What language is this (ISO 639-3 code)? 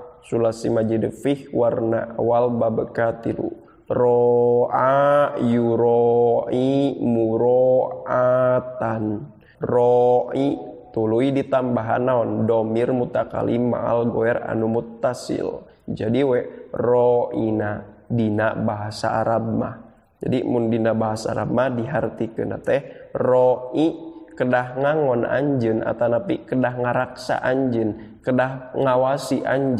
sun